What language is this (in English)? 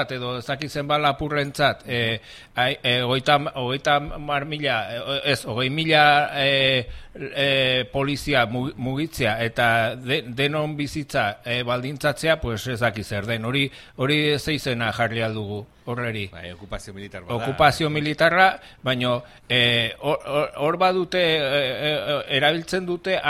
Basque